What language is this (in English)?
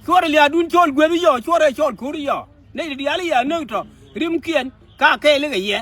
Nuer